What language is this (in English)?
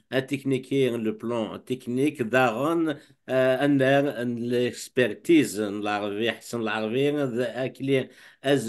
Kabyle